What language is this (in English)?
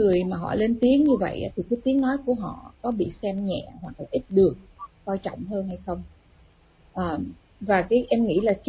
Vietnamese